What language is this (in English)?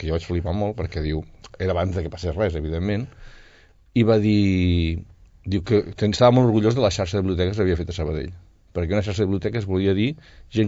Catalan